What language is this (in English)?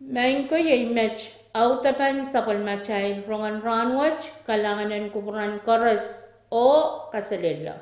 Pohnpeian